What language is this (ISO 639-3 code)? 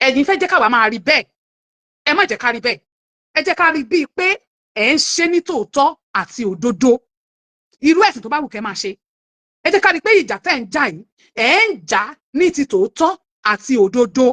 yor